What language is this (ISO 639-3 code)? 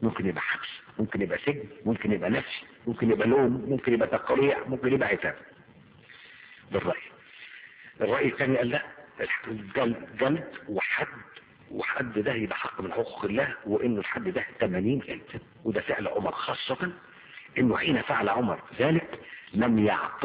arz